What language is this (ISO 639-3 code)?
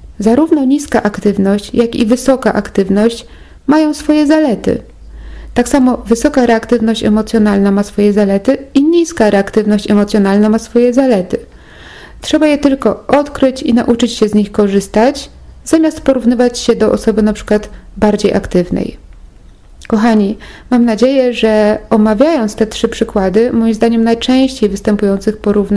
pol